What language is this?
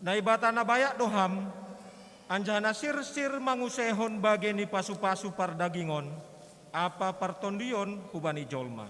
Batak Simalungun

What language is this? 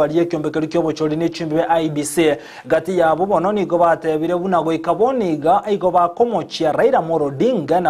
Gusii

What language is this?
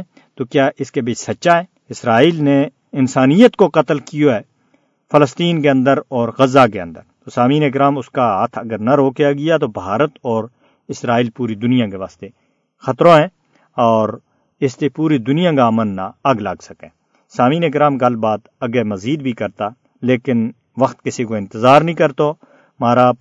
Gujari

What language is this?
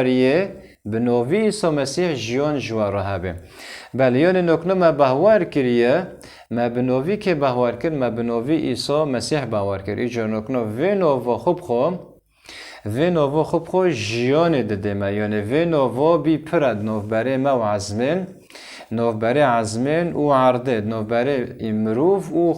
Kurdish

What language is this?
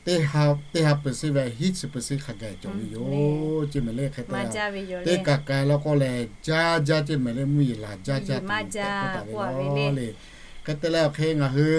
Lahu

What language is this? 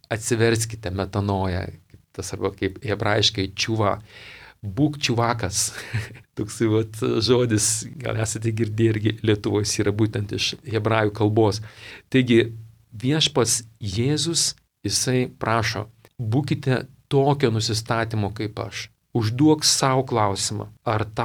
Lithuanian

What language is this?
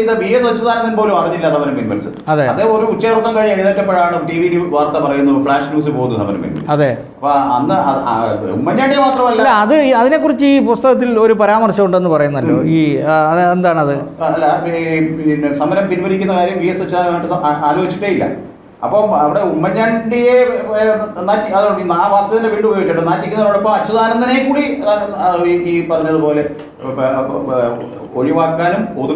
Malayalam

